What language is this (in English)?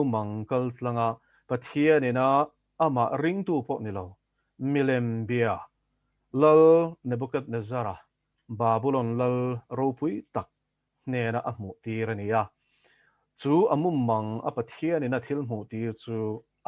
Mizo